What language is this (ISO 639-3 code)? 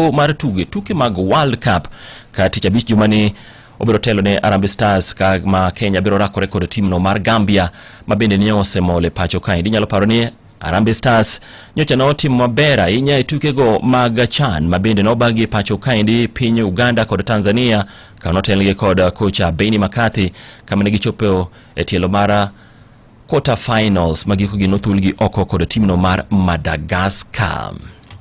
luo